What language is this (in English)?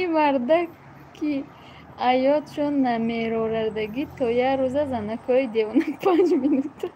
Tajik